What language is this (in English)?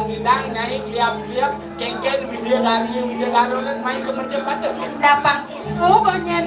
Balinese